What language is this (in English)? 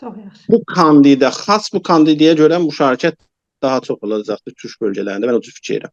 South Azerbaijani